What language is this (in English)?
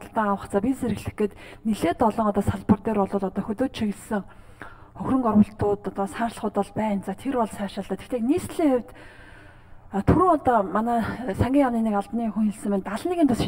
Mongolian